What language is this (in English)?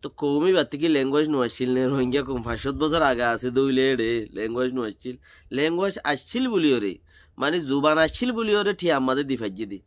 Rohingya